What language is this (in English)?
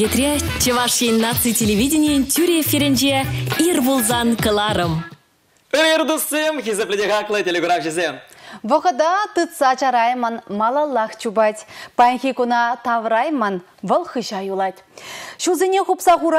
Chuvash